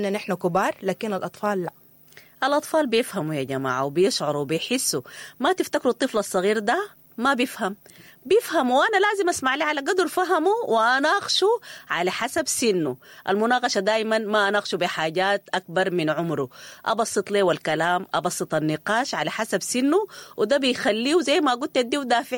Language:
Sudanese Arabic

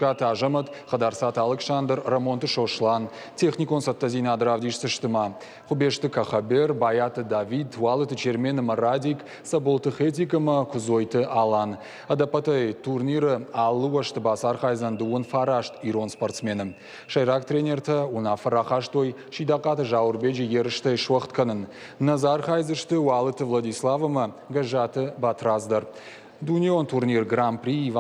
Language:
Ossetic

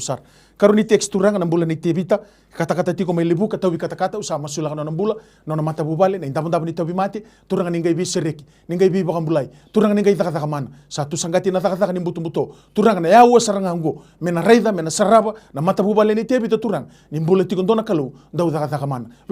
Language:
Fijian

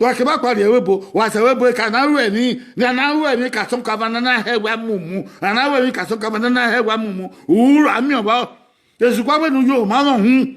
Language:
Bini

